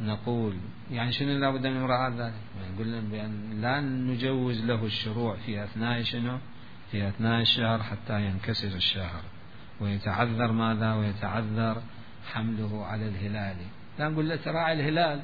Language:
Mesopotamian Arabic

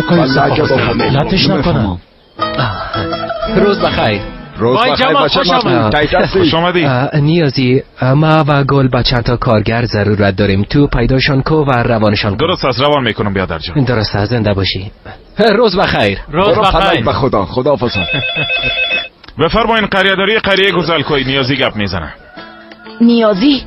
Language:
Persian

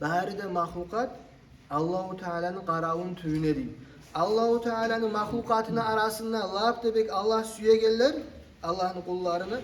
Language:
Kumyk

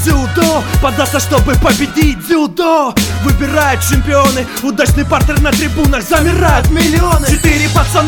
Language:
Russian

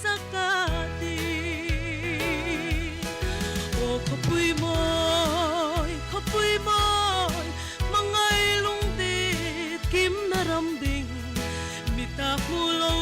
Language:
Hmar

